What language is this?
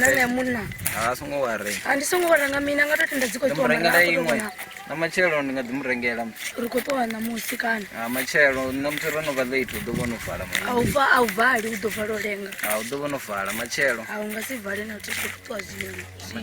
Venda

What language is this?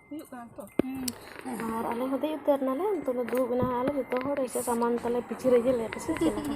Santali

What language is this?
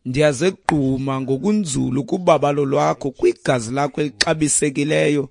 Xhosa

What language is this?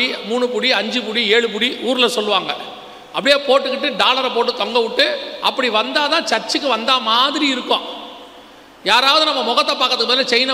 Tamil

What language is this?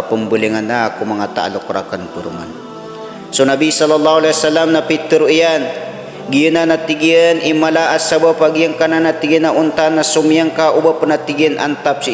Maranao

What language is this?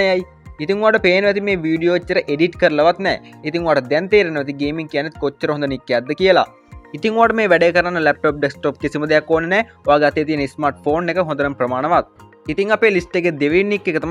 Sinhala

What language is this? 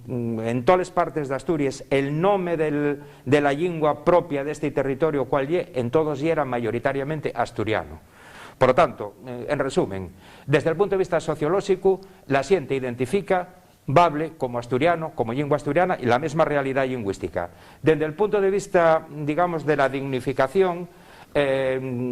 Asturian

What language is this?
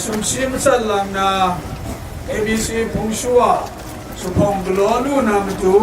Kachin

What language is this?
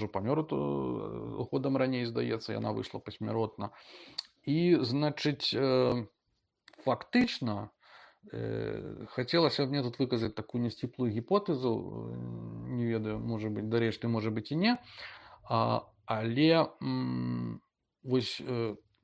Belarusian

